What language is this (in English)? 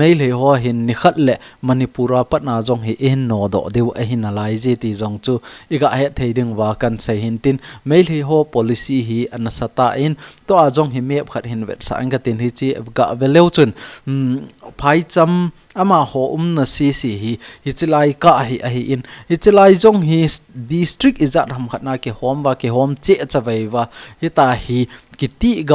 Thado Chin